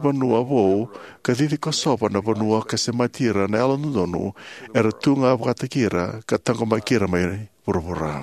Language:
Fijian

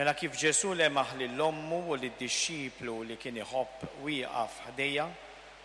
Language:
Maltese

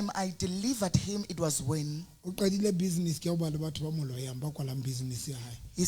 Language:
Southern Sotho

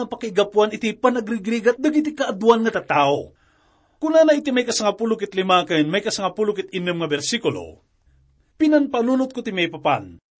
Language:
Iloko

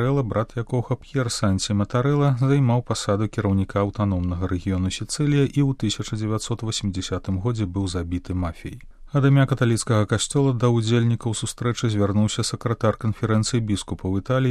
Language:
Belarusian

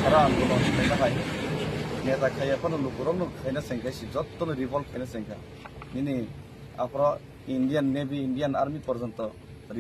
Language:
Kok Borok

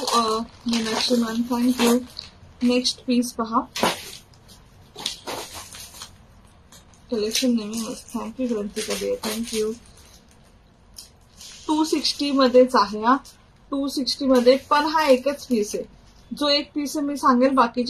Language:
Marathi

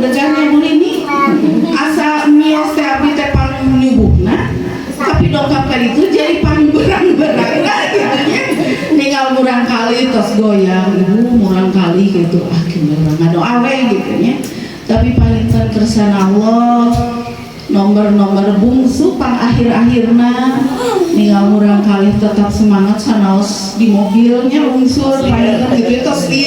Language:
Sundanese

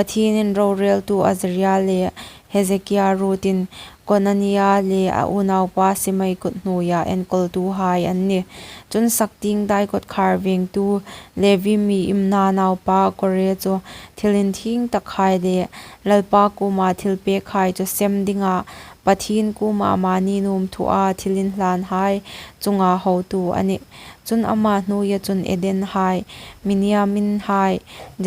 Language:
Hmar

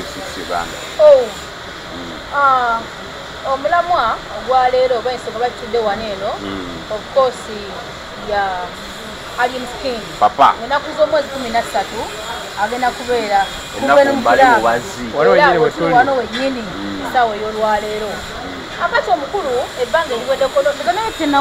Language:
Ganda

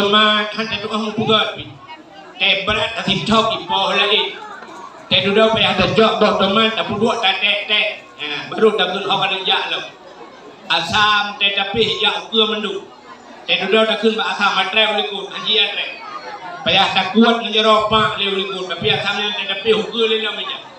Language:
Achinese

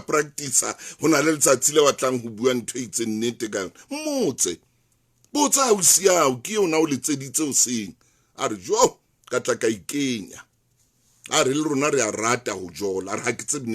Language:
Southern Sotho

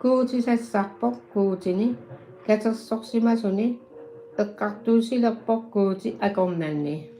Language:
Kalaallisut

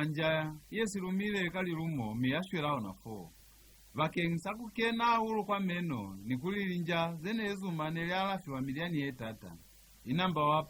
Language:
Lozi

